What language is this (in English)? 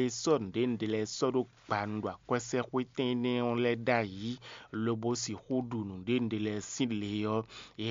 Fon